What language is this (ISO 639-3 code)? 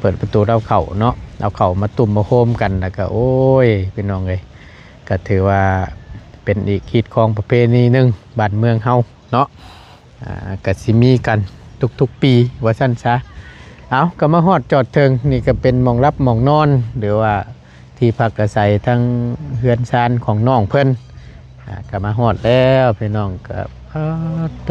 lao